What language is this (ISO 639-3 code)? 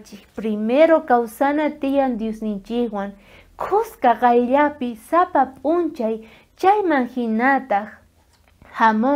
quh